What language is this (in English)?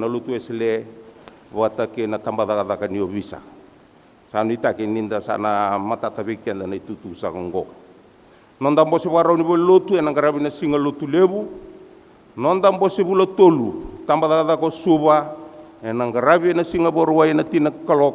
Fijian